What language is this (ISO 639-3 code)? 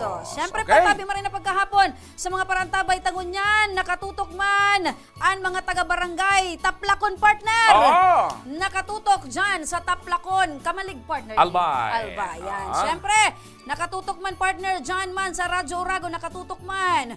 bik